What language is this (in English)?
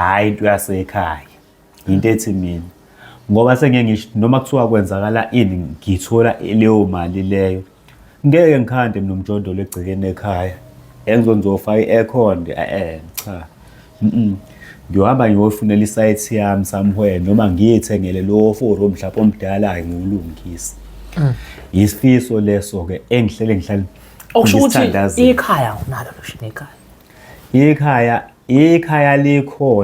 Zulu